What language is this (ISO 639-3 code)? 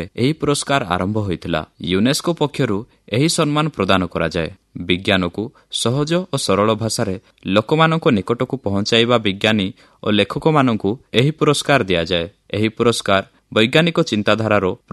ori